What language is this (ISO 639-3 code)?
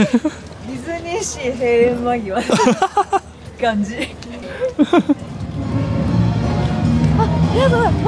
jpn